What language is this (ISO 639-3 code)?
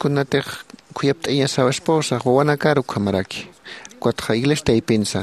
aym